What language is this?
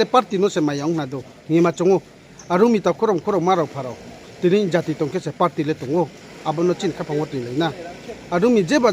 Riang (India)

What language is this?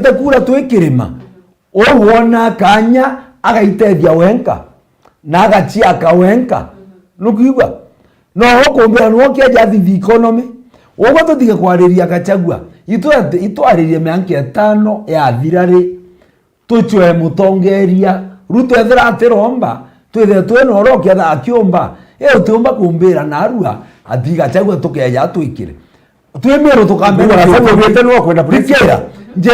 Meru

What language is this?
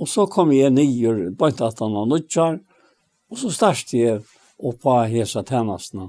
Faroese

